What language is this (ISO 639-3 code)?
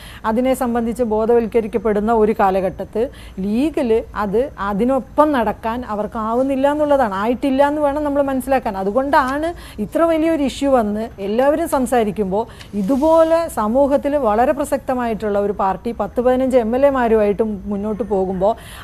mal